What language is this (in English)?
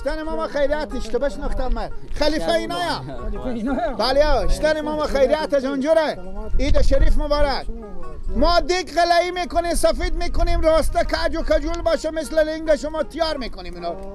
Persian